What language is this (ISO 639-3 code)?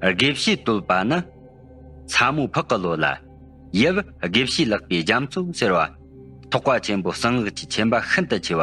bod